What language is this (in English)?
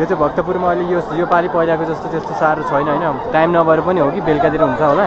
Nepali